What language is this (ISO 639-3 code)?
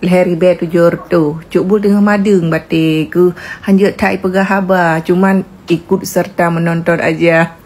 ace